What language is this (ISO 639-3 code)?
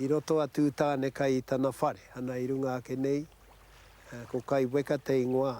mri